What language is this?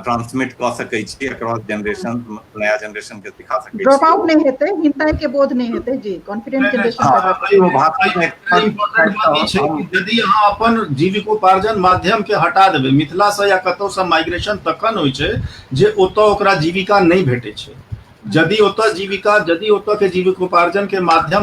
Maithili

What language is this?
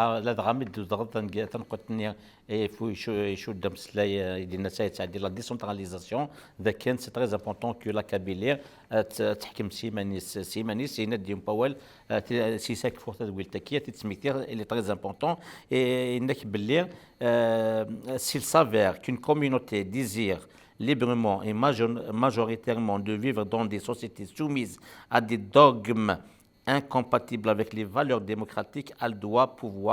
Kabyle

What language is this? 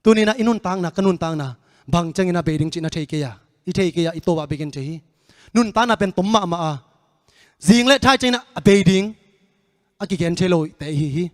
Tedim Chin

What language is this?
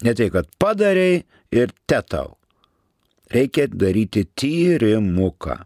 Lithuanian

